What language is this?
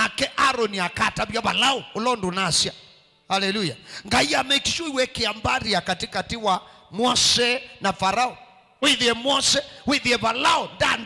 Kamba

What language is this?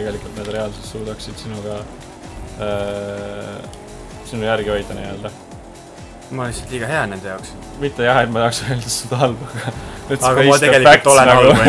Estonian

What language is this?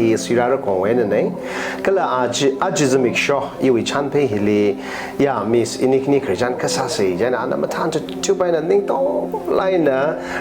Tangkhul Naga (India)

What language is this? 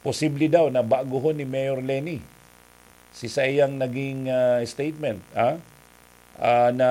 Bikol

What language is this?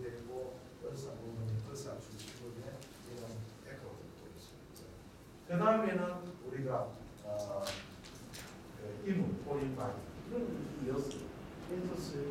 Korean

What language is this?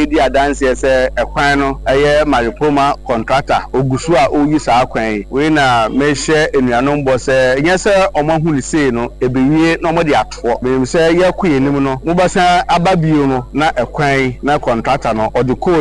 Akan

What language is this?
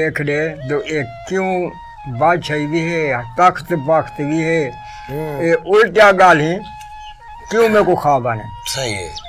Saraiki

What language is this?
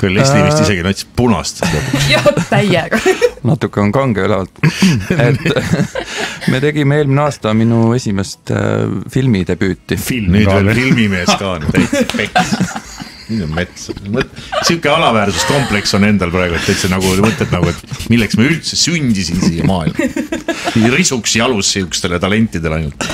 Estonian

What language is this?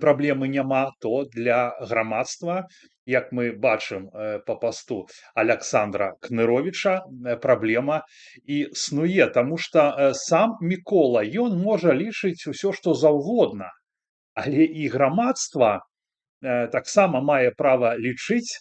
Belarusian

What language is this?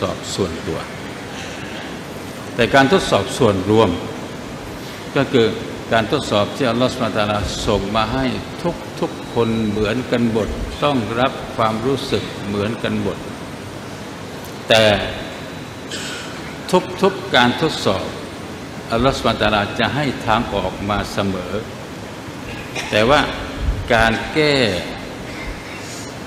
Thai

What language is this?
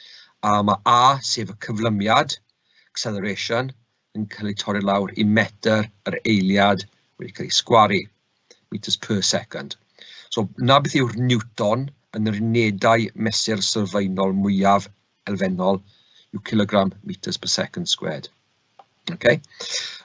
Welsh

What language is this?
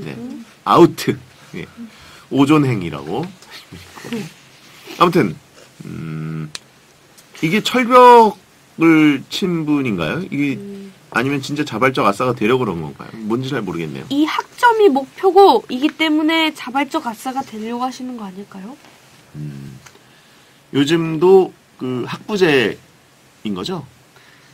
Korean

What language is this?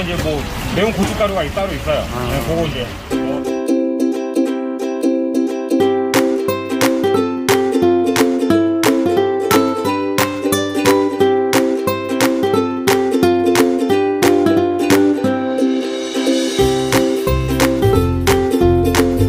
Korean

